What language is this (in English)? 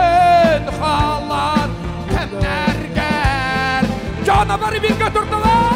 Yakut